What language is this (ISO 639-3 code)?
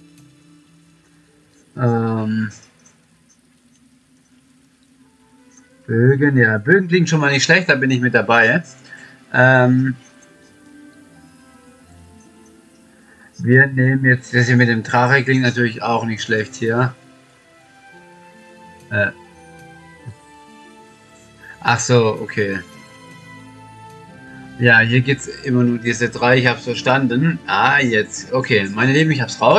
deu